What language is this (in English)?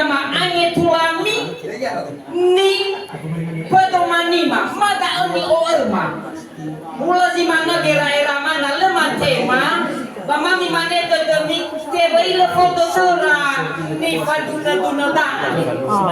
Nias